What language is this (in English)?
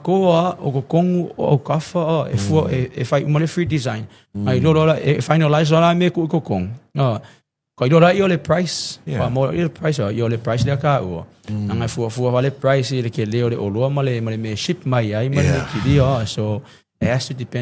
Samoan